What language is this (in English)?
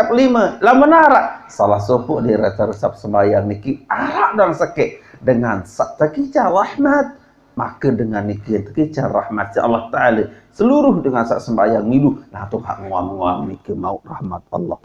Sasak